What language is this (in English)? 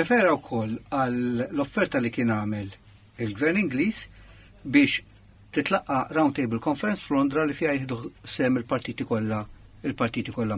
Maltese